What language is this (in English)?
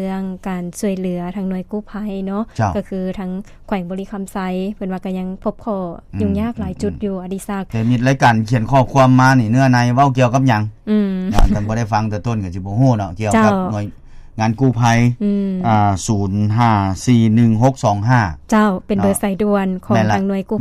Lao